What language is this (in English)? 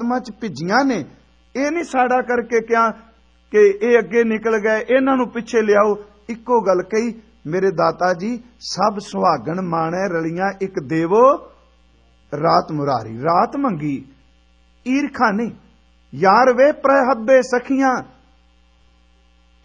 Punjabi